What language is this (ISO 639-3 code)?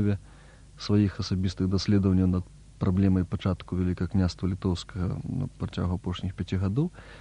bel